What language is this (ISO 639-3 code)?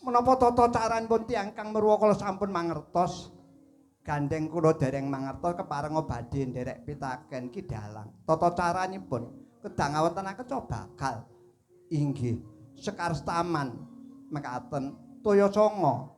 jav